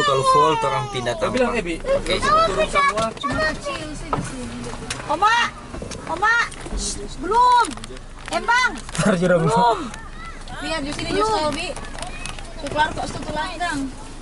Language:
Manado Malay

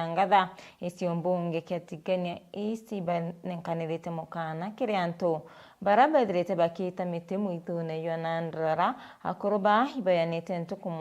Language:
Meru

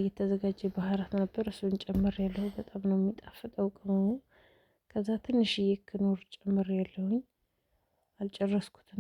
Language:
Amharic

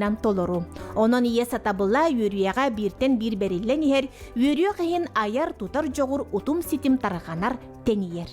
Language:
Yakut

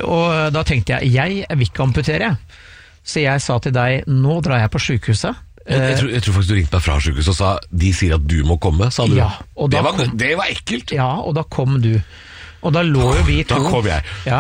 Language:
Norwegian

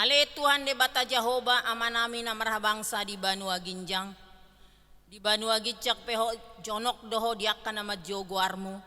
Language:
Batak Toba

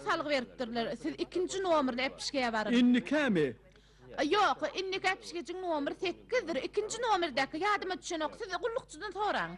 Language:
Turkmen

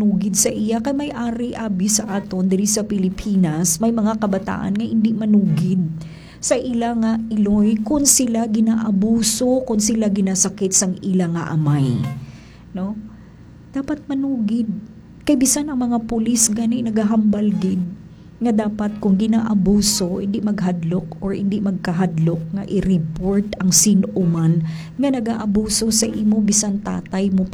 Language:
Hiligaynon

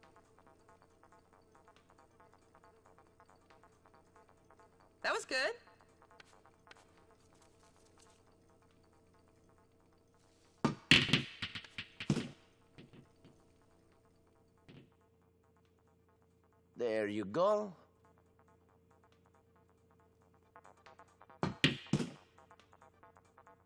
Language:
English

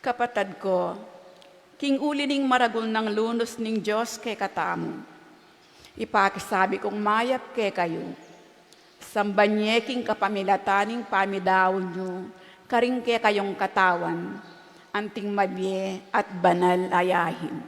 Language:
Pampanga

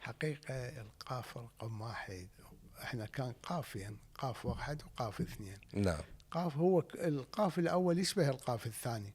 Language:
Mesopotamian Arabic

